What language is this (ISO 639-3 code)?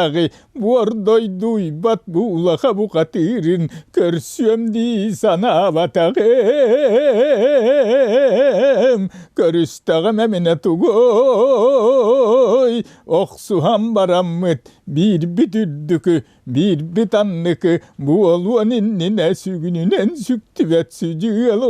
sah